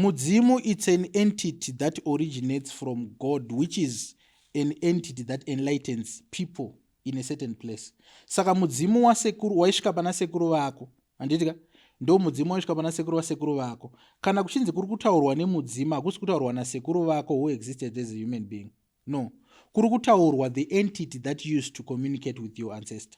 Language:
Shona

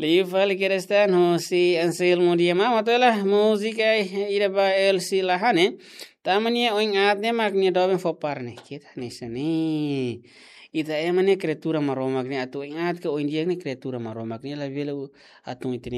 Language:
Tetum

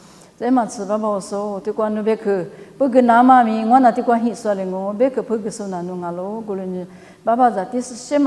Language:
Lisu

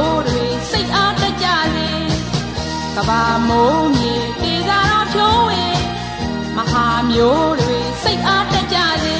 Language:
Burmese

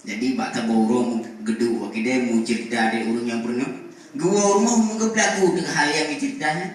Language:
Achinese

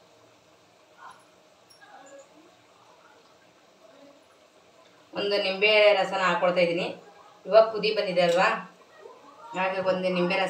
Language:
Kannada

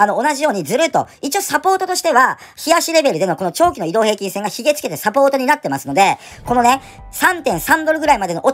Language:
Japanese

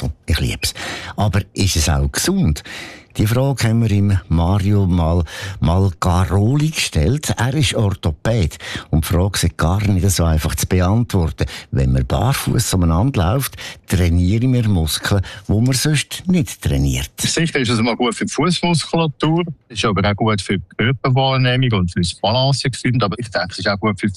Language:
German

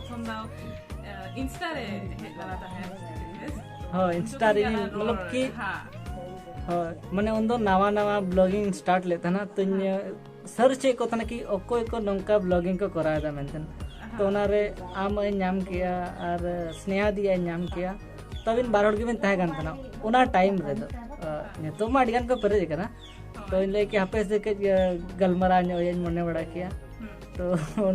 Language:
Santali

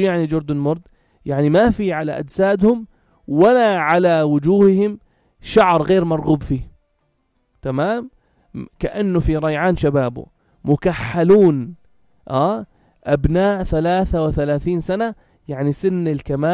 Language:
North Levantine Arabic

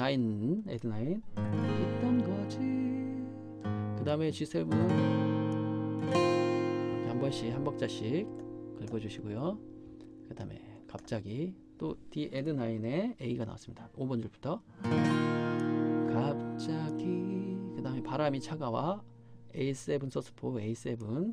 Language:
Korean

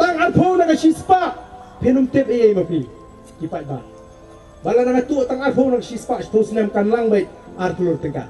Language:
Khasi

